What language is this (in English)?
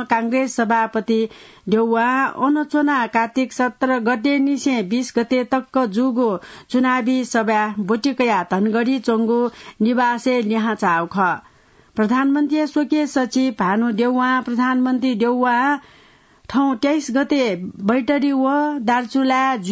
Newari